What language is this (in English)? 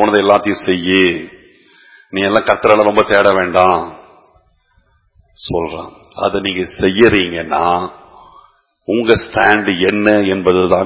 Tamil